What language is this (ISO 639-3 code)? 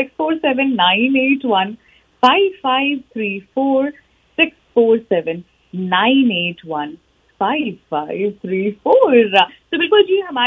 pan